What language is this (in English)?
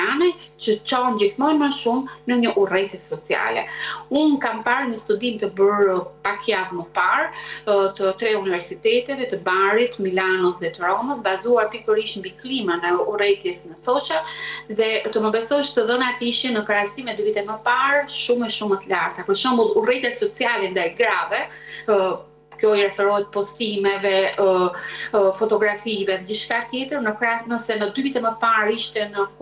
Albanian